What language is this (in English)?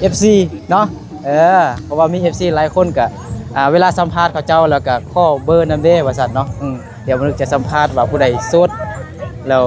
Lao